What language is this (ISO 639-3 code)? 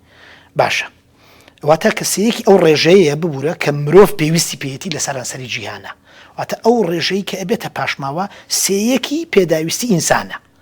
ckb